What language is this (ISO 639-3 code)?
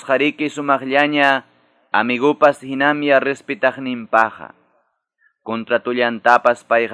que